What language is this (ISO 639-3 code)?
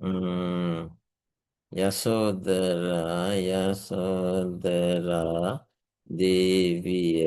sin